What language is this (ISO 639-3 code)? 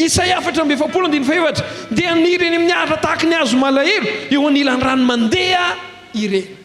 mlg